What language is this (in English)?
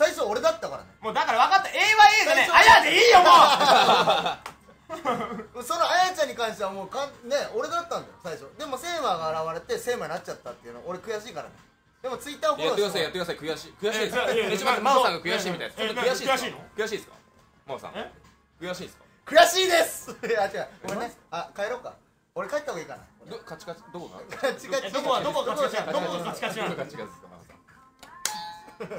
Japanese